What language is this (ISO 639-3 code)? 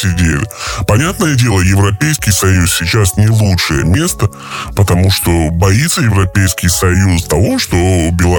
rus